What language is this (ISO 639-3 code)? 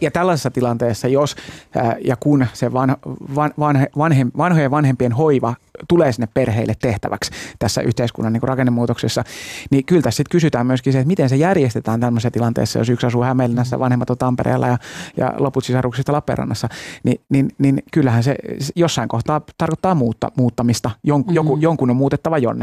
fin